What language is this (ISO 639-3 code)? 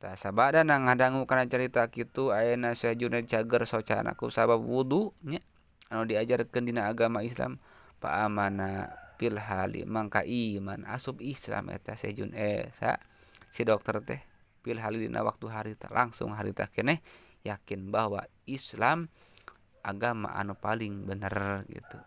sun